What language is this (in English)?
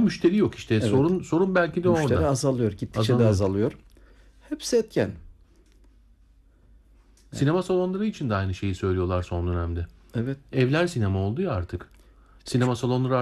Turkish